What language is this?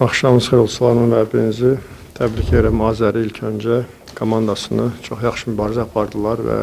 Azerbaijani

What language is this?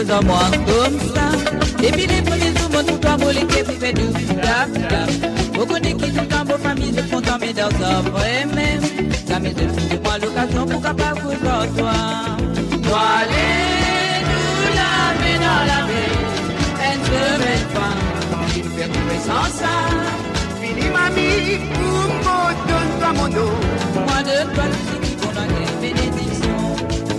Morisyen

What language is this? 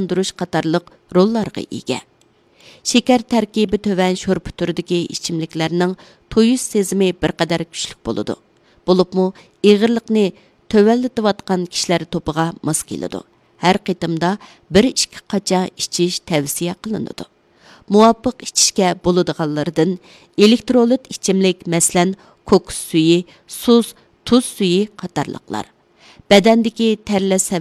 Uyghur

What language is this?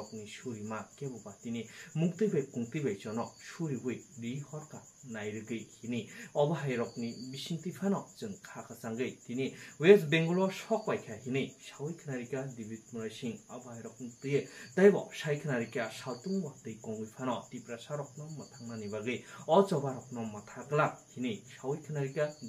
Kok Borok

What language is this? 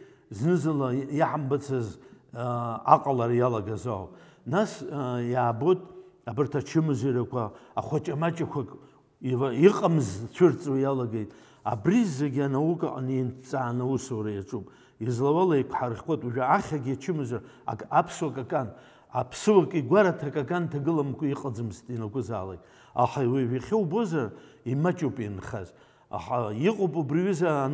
Abkhazian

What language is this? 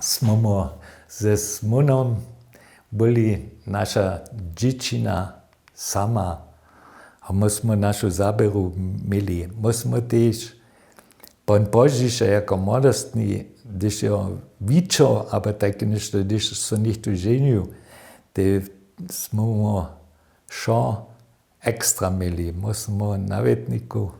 Upper Sorbian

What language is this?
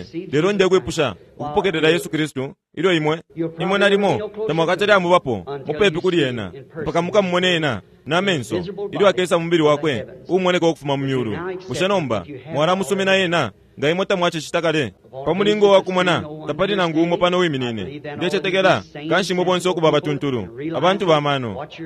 Bemba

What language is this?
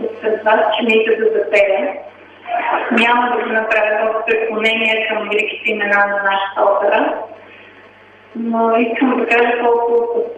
Bulgarian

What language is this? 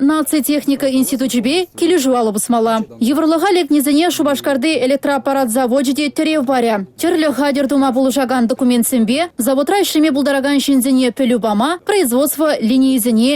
Chuvash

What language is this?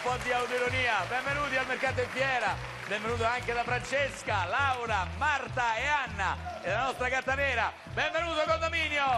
Italian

